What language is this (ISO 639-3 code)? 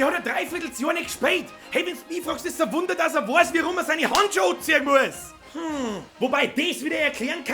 bar